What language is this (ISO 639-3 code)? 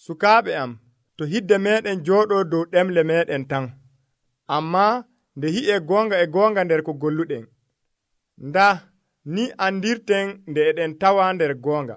fuv